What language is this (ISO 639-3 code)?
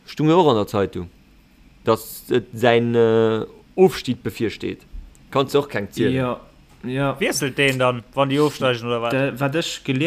ltz